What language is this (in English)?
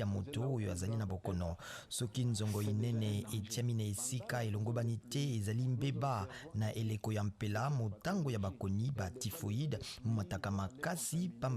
Lingala